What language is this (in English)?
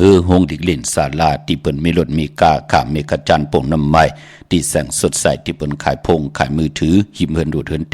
Shan